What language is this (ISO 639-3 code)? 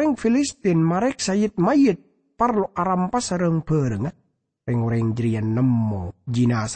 mad